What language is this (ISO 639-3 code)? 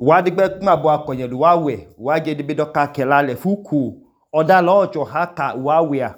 idu